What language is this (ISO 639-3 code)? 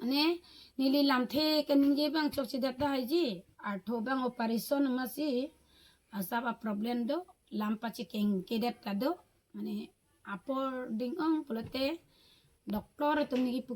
mjw